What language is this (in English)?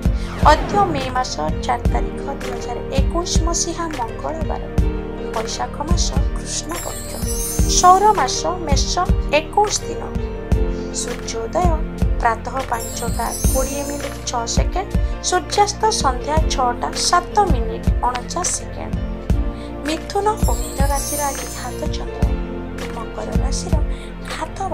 Odia